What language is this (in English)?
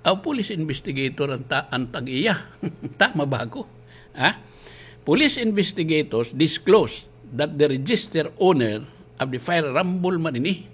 Waray